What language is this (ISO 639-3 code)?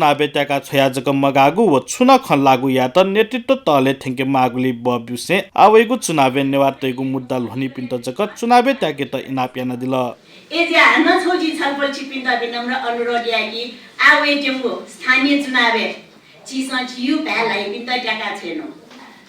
new